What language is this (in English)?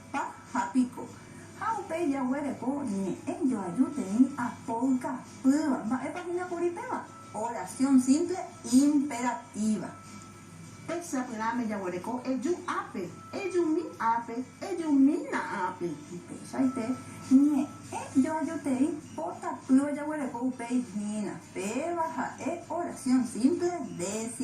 Guarani